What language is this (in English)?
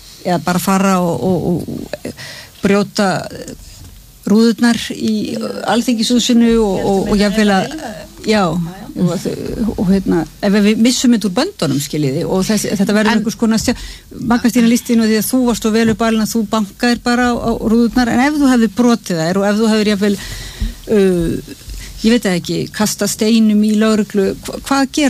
Icelandic